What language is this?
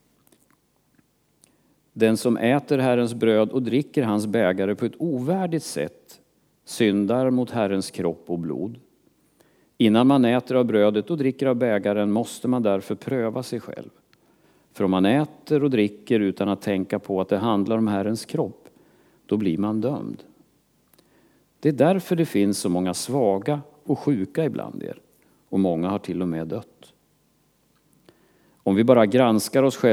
Swedish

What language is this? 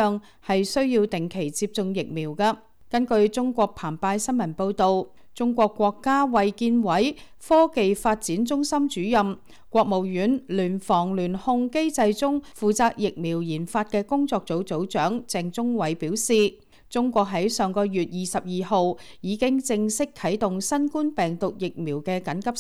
Cantonese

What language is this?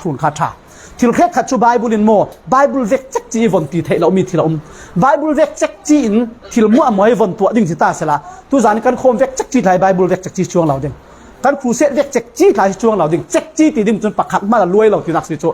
Falam Chin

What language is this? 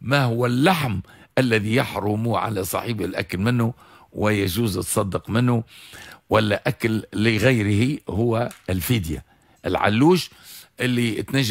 Tunisian Arabic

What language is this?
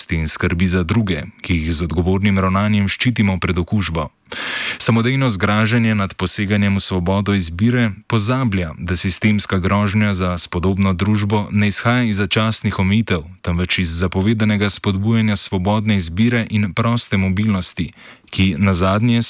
Slovenian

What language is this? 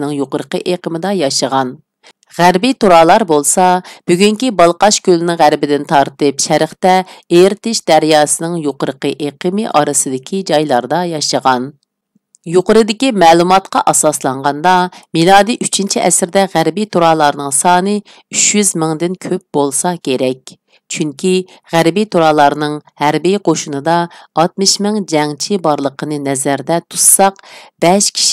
Uyghur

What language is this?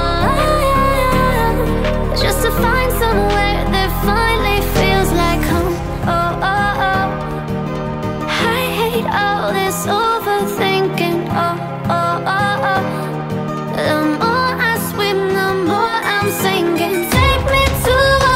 English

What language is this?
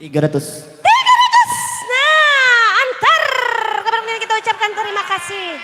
Banjar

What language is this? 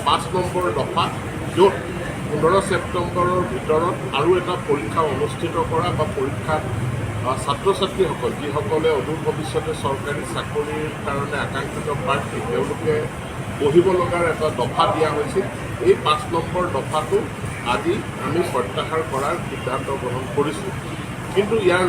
Assamese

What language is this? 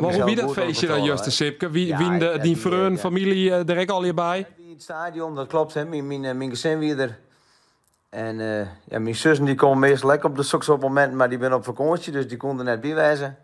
Western Frisian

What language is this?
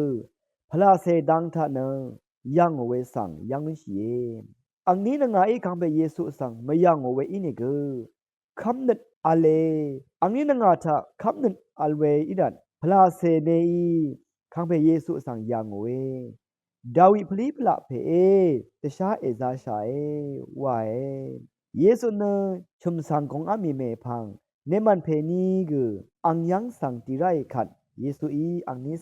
Rawang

